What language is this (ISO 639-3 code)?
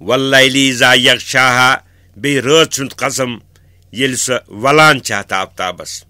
kas